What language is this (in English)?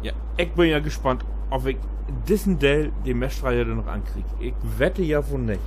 Low German